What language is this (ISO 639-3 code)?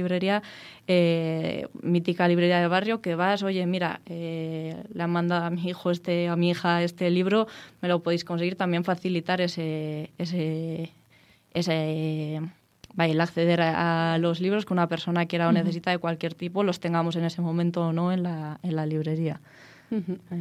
eus